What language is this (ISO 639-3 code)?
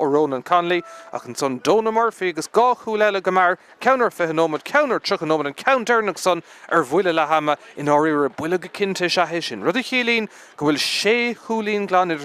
gle